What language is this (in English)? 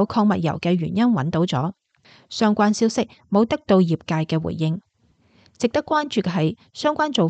Cantonese